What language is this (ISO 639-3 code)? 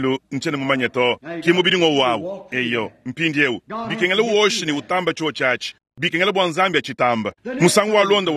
lua